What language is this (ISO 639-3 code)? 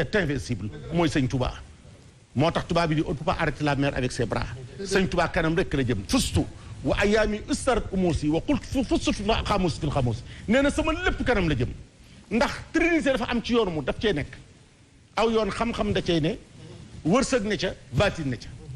wol